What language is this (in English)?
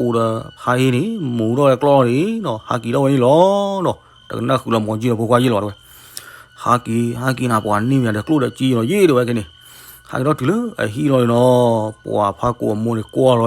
S'gaw Karen